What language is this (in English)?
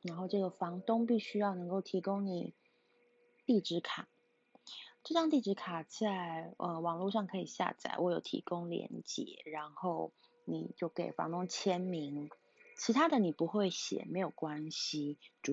Chinese